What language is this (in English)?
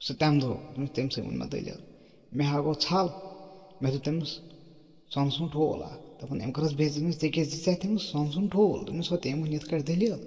Kashmiri